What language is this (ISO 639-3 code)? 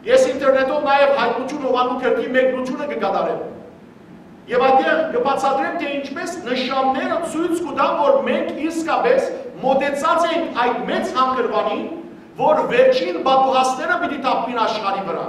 hyw